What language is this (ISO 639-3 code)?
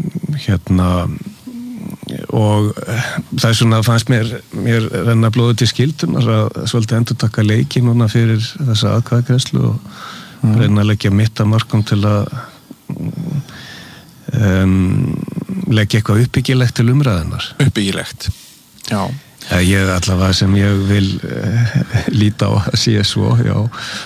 isl